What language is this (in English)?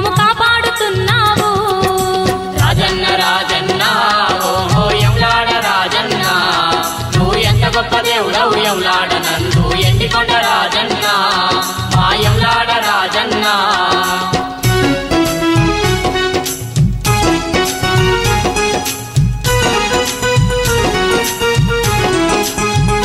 Telugu